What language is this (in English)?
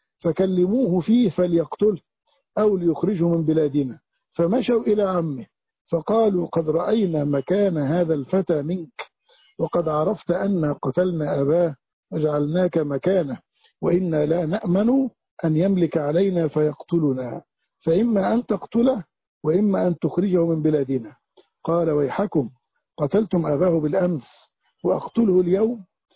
Arabic